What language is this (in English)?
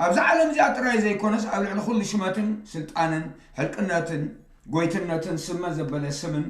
Tigrinya